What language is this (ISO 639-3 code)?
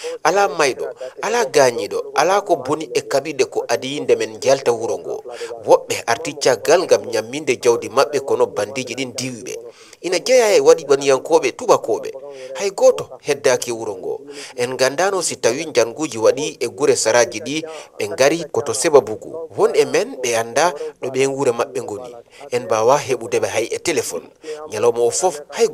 ful